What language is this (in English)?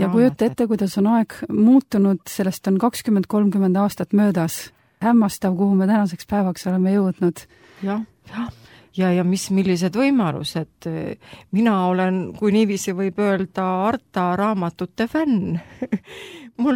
Estonian